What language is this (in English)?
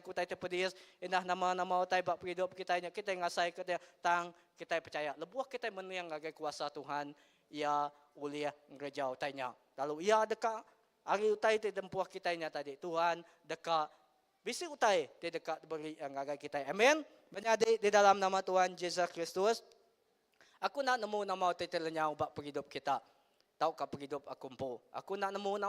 Iban